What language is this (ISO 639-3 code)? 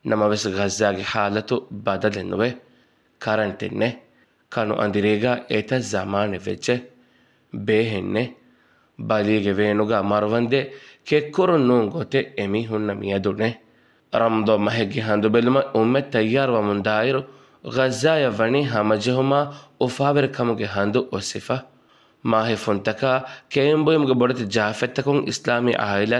div